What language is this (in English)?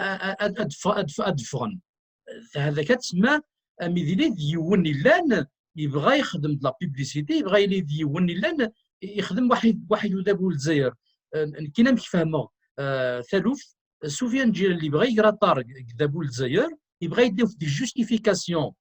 Kabyle